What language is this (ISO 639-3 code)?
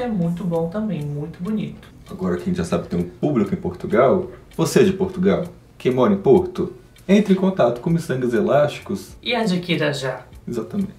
por